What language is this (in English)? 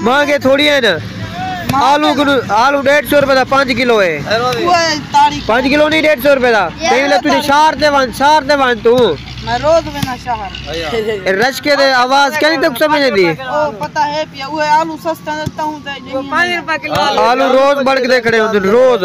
Saraiki